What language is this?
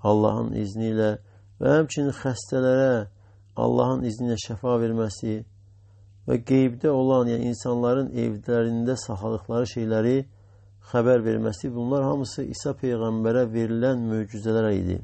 Azerbaijani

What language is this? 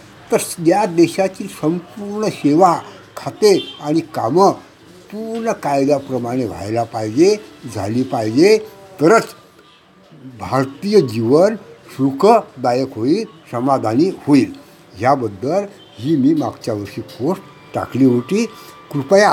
Marathi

